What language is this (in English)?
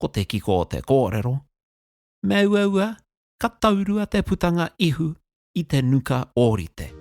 Māori